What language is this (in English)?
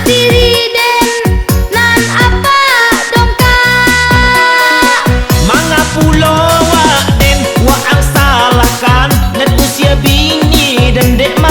Minangkabau